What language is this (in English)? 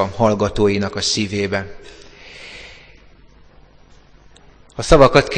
Hungarian